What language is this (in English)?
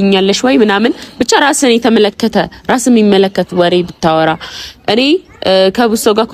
Amharic